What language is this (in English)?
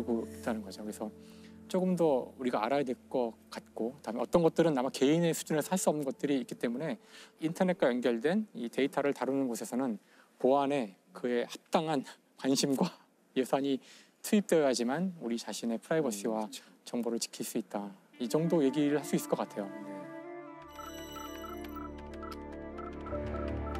Korean